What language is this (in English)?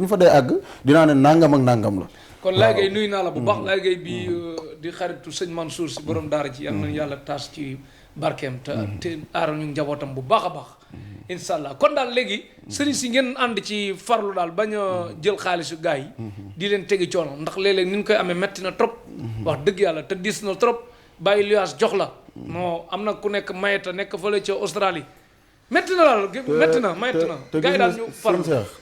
Wolof